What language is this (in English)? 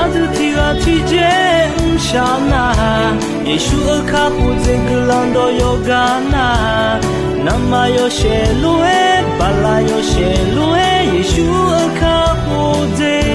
Akha